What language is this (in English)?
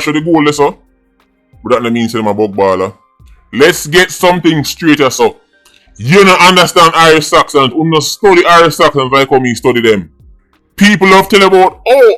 Jamaican Creole English